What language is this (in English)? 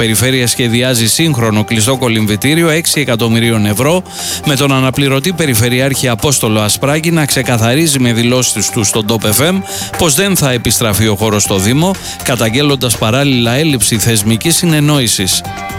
Greek